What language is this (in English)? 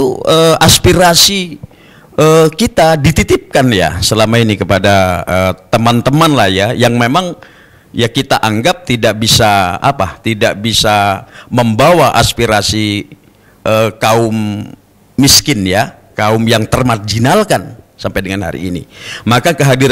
Indonesian